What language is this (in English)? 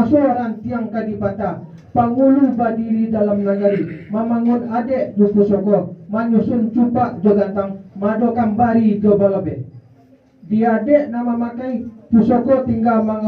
Minangkabau